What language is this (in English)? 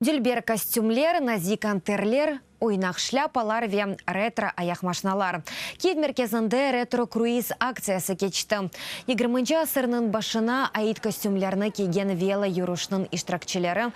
Crimean Tatar